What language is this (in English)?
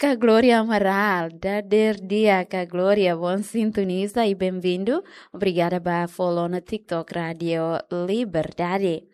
Tetum